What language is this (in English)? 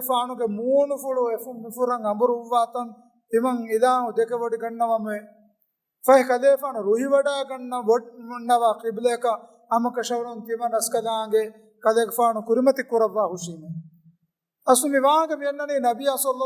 Divehi